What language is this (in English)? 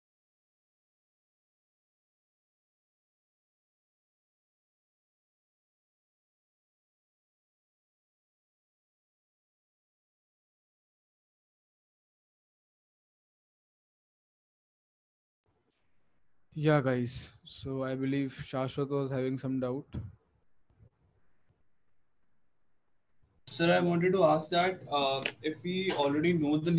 English